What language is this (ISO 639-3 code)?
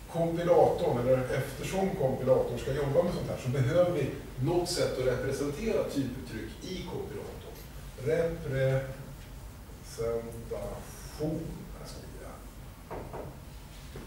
swe